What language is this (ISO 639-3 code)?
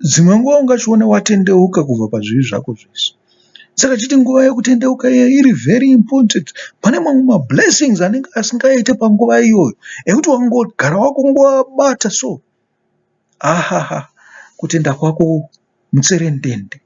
sna